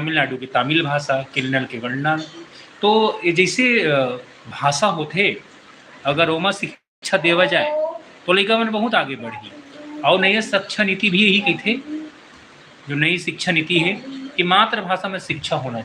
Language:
Chhattisgarhi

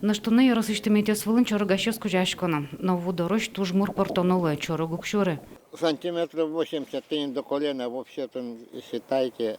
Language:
Udmurt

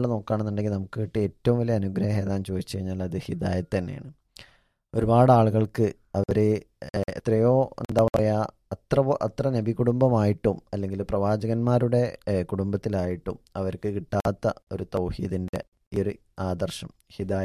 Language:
Malayalam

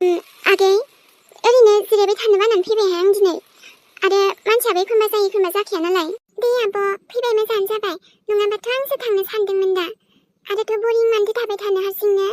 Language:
Bodo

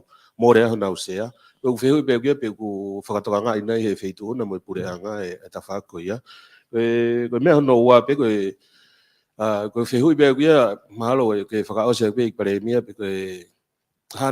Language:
Tongan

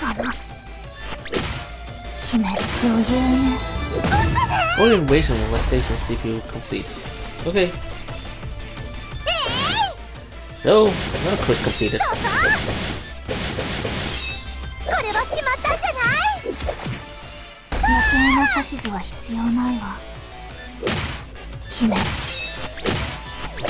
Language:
Japanese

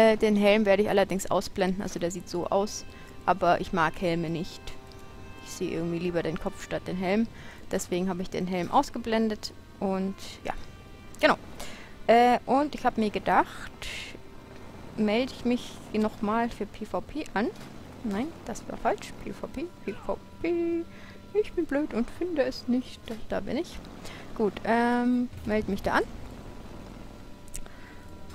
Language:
German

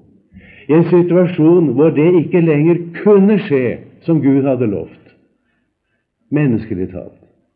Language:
Norwegian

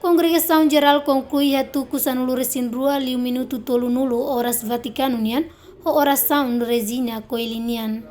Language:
Tetum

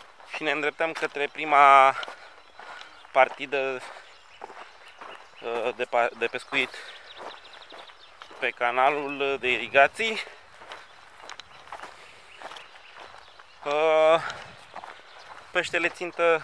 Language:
Romanian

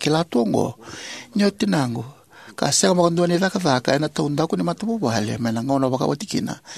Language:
Fijian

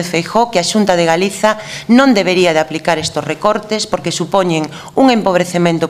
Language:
Galician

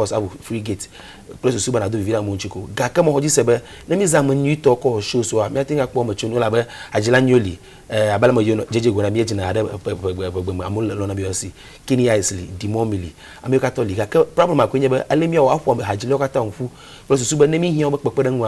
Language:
Ewe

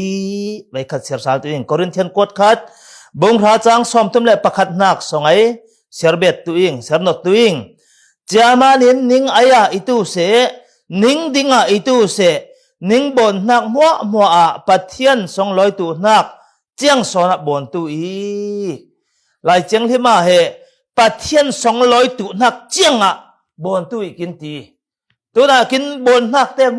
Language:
Falam Chin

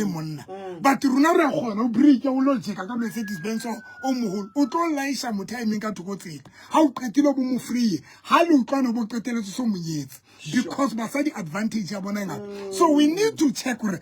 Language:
Southern Sotho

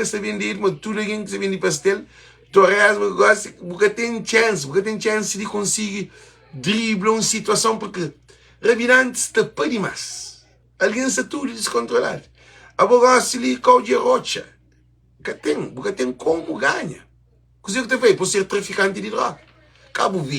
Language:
Kabuverdianu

